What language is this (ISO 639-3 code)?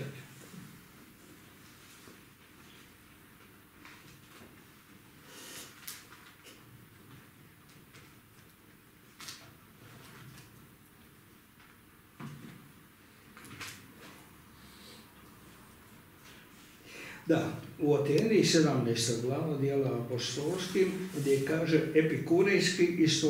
hrv